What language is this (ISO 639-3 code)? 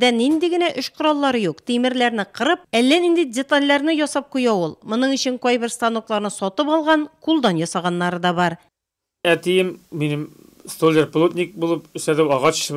tat